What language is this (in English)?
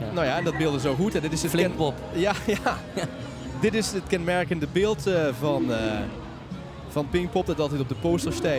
Limburgish